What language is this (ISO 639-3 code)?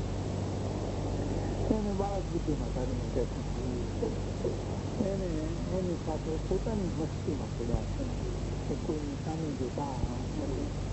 guj